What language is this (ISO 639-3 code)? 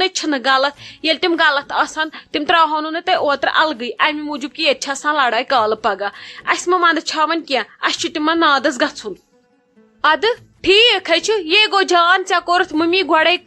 kas